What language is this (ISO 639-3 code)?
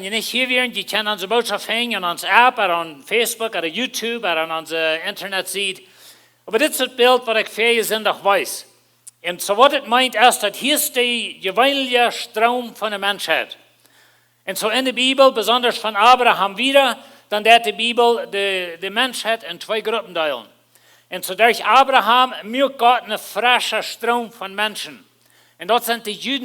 pdt